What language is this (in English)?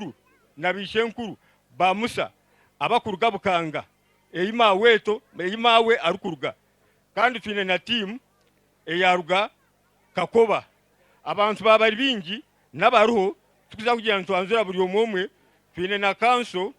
Nyankole